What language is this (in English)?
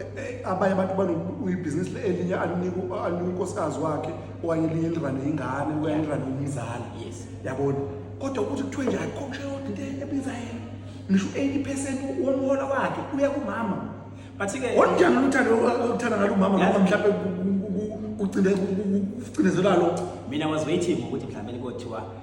Zulu